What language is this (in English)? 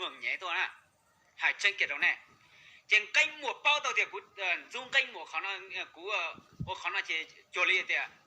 Hmong